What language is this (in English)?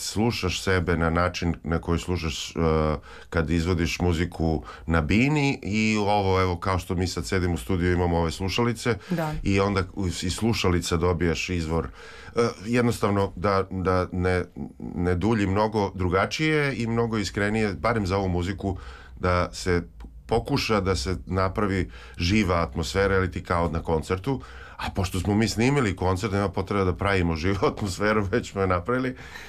Serbian